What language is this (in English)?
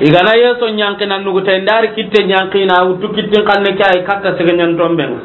Soninke